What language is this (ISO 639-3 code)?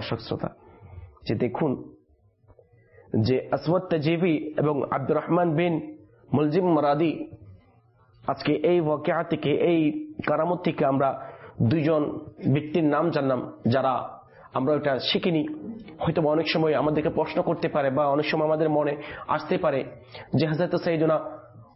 ben